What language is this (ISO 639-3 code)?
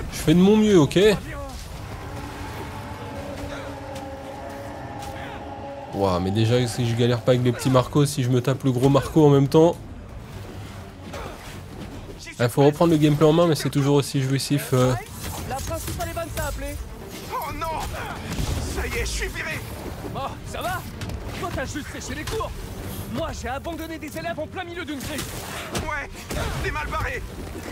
fra